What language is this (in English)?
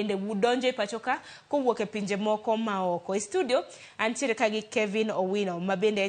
Luo (Kenya and Tanzania)